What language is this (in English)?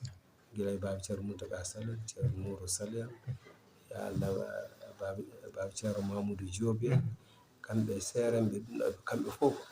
Fula